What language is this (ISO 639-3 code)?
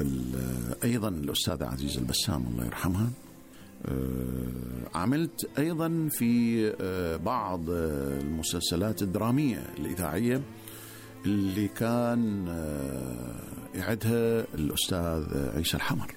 afb